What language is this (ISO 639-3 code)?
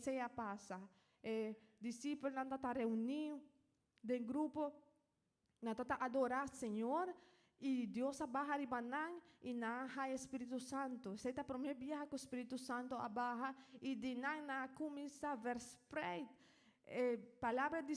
pap